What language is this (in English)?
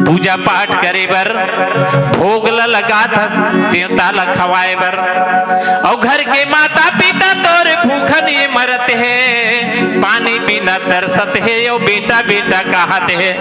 Chhattisgarhi